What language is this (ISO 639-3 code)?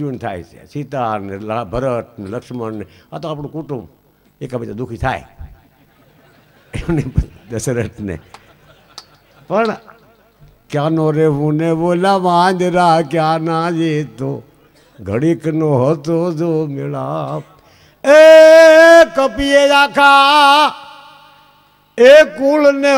guj